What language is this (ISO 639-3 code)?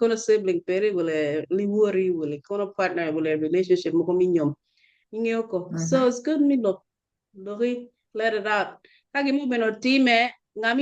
ach